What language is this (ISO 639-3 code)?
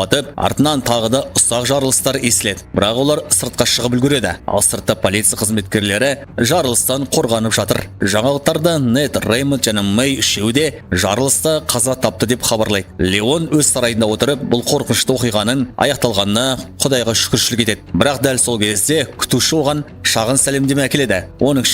kaz